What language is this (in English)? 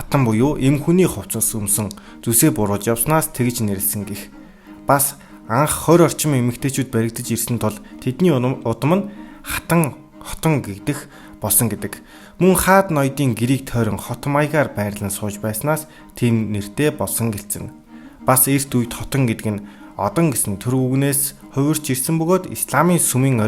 Mongolian